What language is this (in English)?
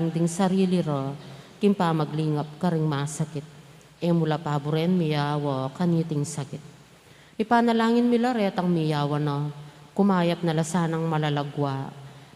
Pampanga